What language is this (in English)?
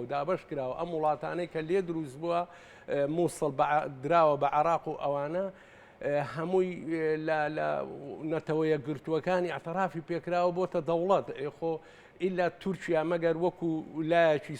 Central Kurdish